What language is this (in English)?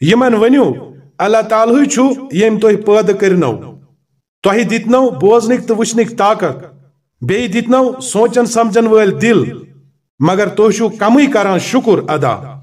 Kashmiri